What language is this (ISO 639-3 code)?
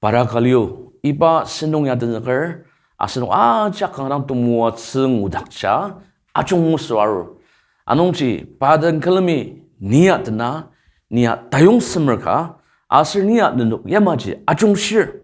njo